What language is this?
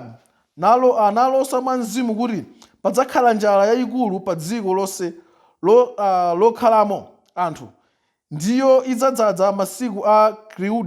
Nyanja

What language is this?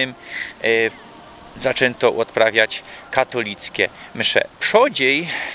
Silesian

